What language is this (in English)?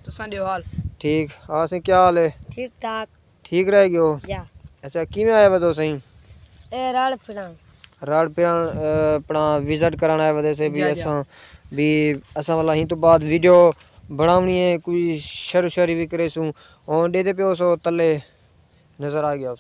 Saraiki